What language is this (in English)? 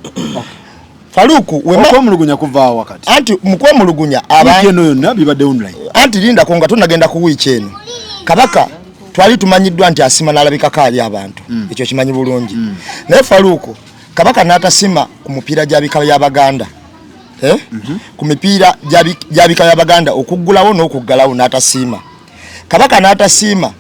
Ganda